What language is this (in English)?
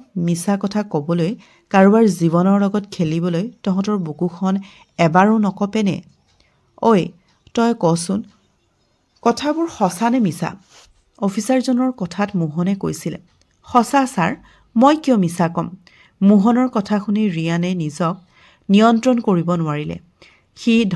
Assamese